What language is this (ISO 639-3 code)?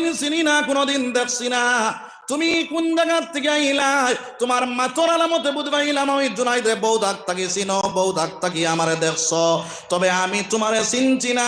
syl